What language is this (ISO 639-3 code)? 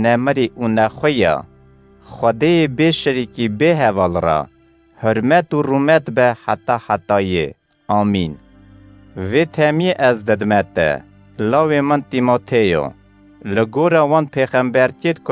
kur